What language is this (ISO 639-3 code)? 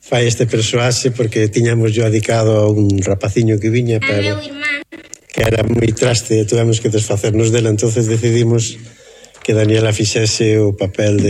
glg